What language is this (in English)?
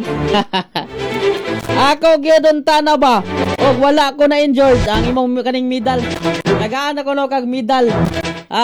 Cebuano